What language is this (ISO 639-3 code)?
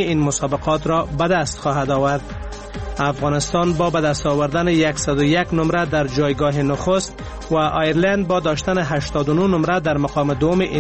fas